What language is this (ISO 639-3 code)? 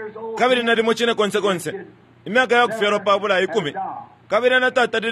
bem